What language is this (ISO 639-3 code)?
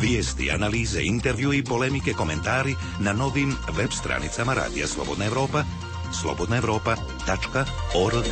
hrv